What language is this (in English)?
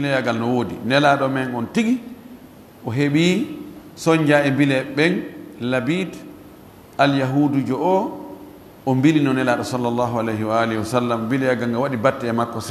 Fula